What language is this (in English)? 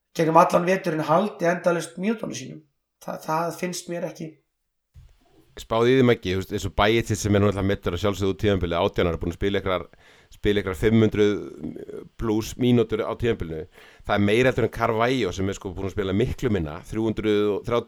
Icelandic